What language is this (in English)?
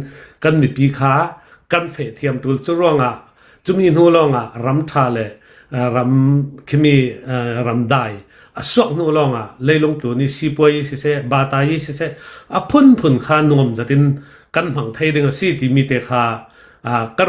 Hakha Chin